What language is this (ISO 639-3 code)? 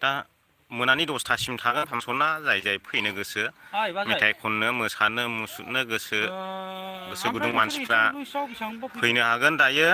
brx